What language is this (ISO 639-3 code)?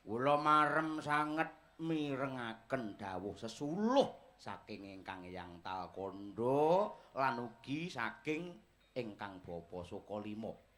jav